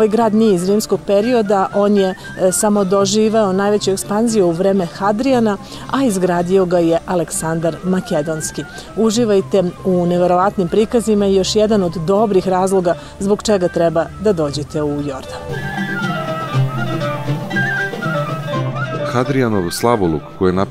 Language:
Serbian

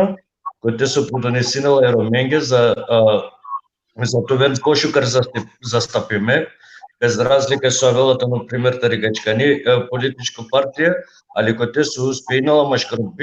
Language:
Balkan Romani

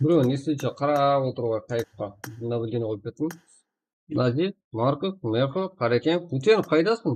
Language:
Kara-Kalpak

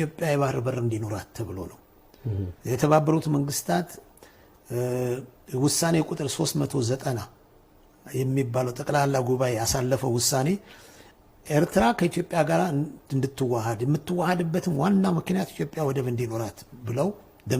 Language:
Amharic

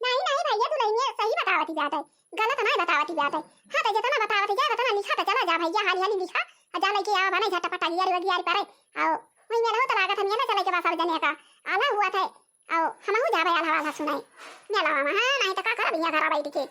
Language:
Awadhi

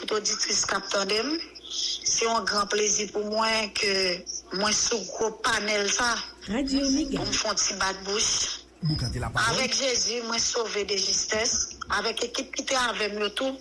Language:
Haitian Creole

